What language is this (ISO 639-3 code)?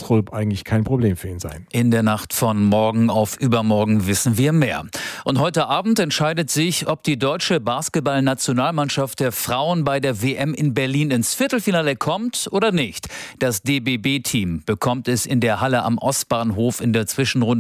deu